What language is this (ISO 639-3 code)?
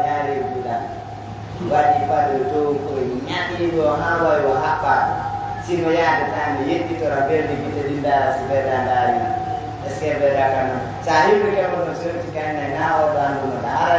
fuf